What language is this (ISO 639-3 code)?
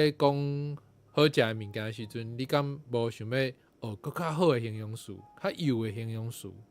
nan